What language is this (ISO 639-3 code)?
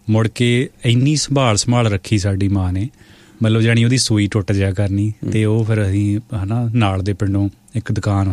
pan